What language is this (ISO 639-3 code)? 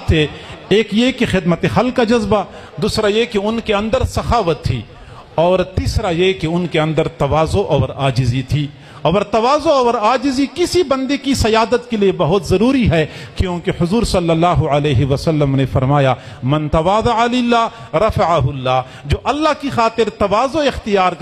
urd